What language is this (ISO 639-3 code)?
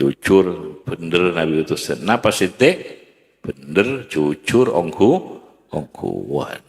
mad